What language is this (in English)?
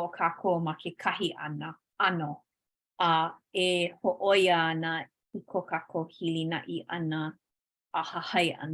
Hawaiian